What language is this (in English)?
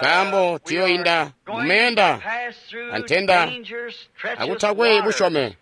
Tonga (Zambia)